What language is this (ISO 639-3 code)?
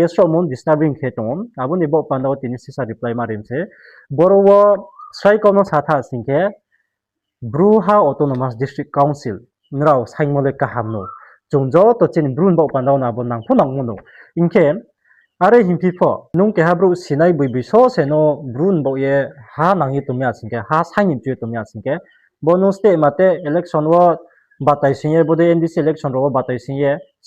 ria